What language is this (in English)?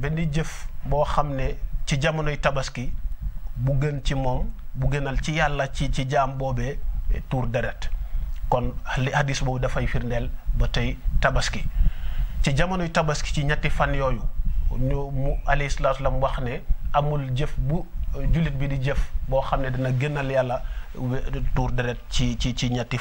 Wolof